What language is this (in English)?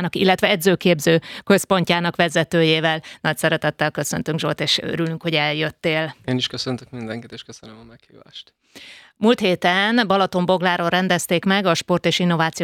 Hungarian